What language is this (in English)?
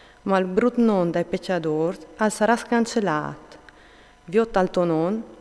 Friulian